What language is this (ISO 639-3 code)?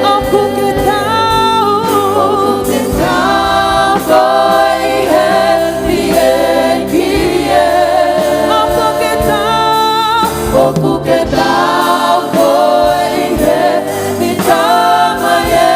ton